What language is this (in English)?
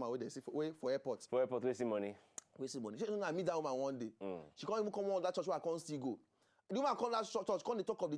Nigerian Pidgin